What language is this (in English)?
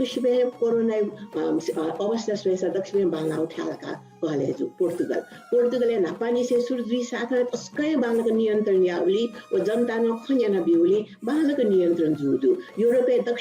Newari